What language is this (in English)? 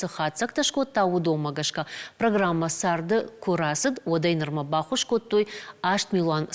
Ossetic